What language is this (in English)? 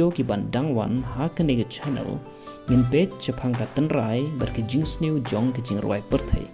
Khasi